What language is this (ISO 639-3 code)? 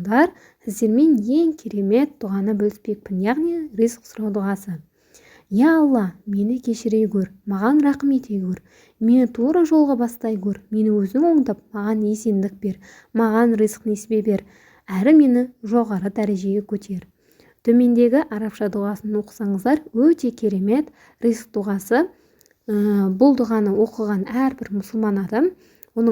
kaz